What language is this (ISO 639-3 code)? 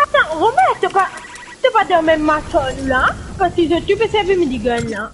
mfe